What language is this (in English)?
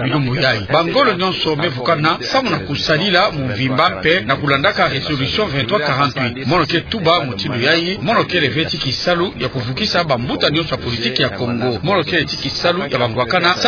Kituba (Democratic Republic of Congo)